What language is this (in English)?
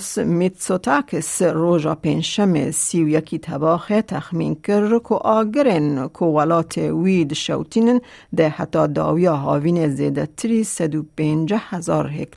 Kurdish